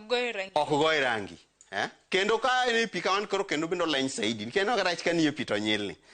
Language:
Luo (Kenya and Tanzania)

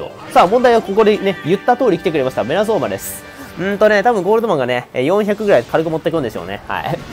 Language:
Japanese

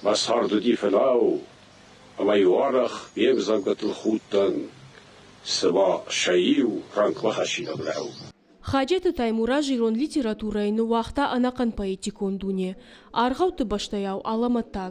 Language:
Ossetic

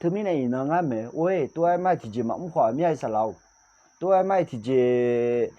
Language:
Akha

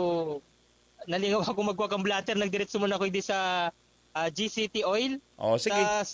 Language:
Bikol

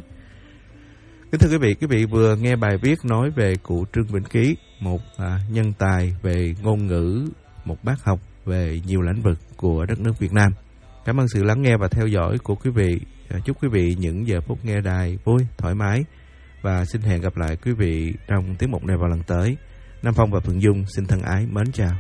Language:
Vietnamese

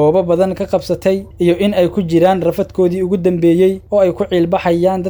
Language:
Somali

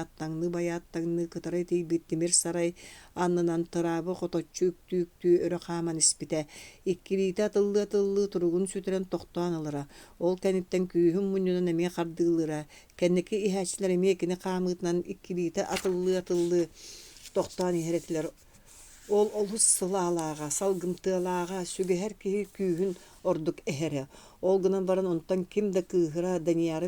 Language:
Yakut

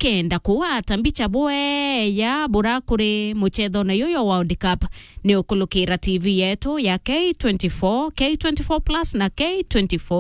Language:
Meru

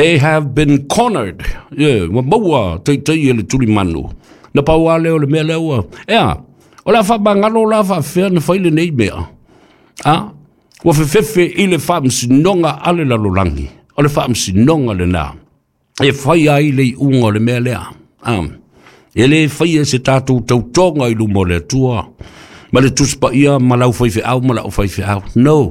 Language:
Samoan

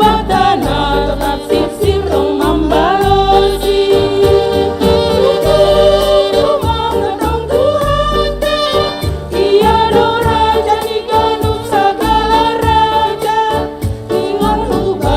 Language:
Batak Simalungun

